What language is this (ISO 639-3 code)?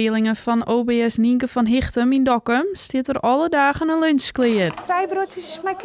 fry